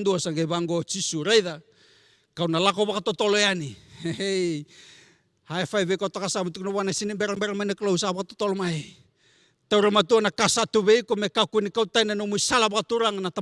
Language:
Fijian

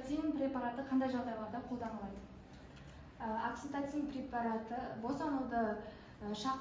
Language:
Kazakh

